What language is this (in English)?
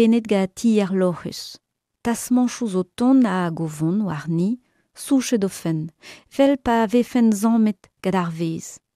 Breton